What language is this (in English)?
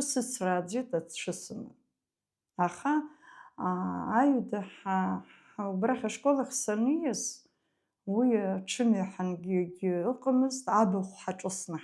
Abkhazian